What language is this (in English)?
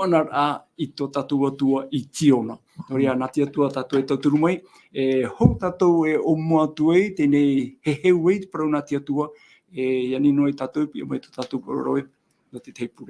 Tahitian